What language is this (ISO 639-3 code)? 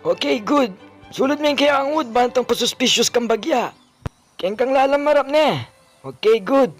pam